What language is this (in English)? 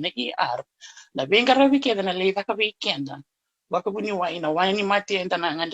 Fijian